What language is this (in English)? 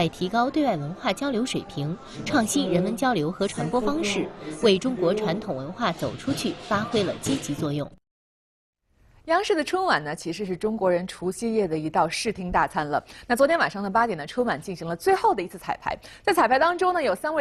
Chinese